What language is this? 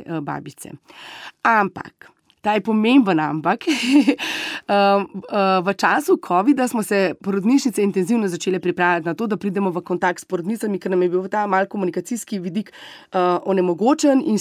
Slovenian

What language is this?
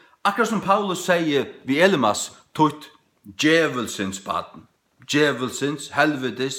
Faroese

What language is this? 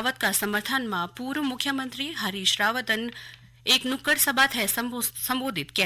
Garhwali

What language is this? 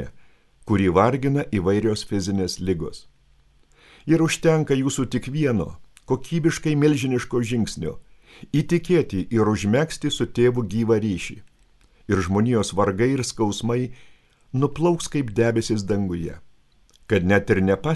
Lithuanian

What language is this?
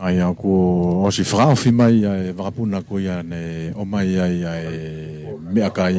Tongan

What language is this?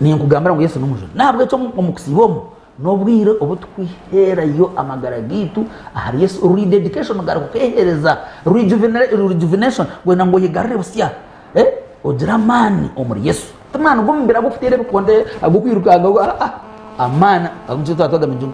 Nyankole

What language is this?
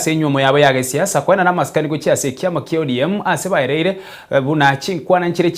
Gusii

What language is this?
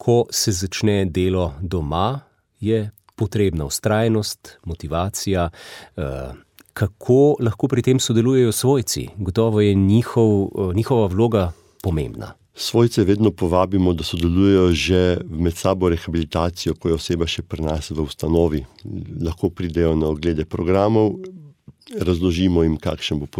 Slovenian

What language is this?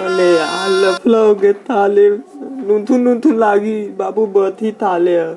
Chhattisgarhi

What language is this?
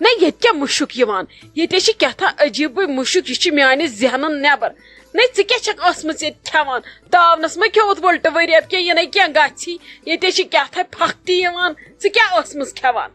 Kashmiri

